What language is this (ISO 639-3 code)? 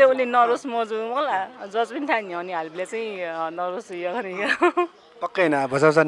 new